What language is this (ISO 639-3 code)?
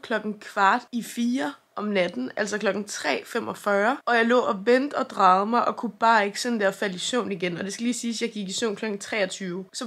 dan